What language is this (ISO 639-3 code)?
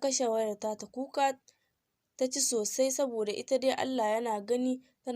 hau